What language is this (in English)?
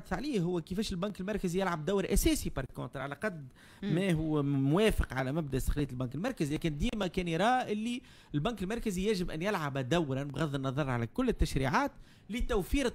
Tunisian Arabic